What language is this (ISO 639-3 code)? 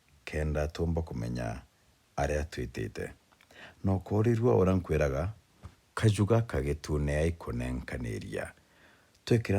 mer